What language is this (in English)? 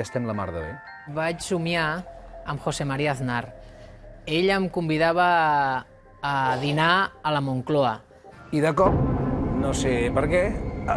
Catalan